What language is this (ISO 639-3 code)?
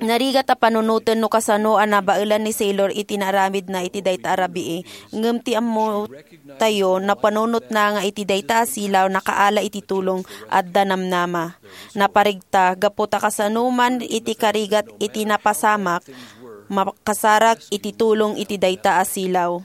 ilo